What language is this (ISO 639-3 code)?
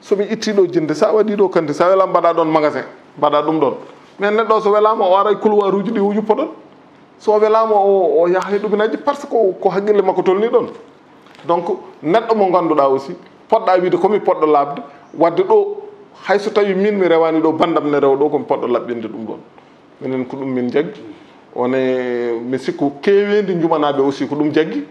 ful